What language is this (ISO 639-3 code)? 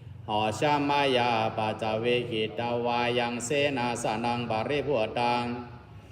pli